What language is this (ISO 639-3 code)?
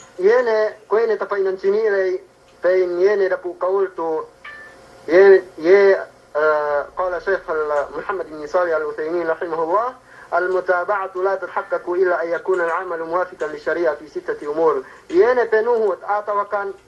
yka